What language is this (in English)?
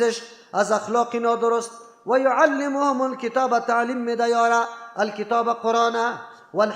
Persian